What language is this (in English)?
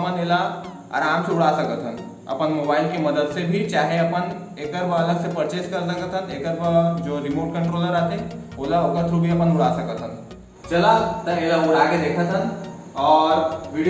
Chhattisgarhi